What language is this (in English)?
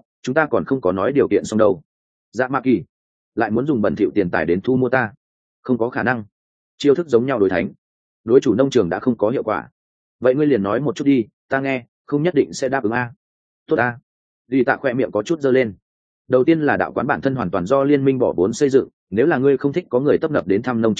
Vietnamese